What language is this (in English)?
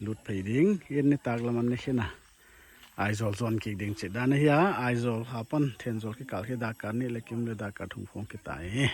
Paite Chin